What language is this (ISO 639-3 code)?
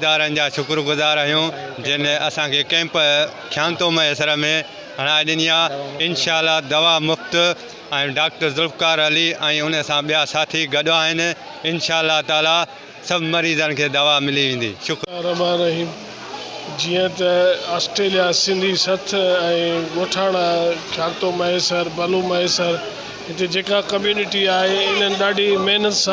snd